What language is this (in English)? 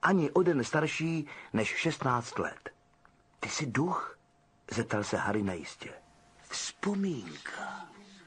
Czech